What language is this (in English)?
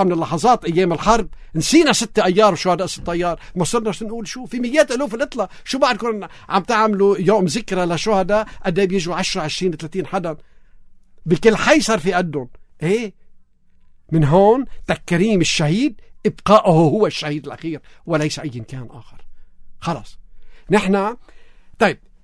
North Levantine Arabic